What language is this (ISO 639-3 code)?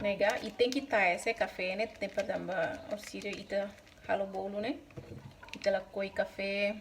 tet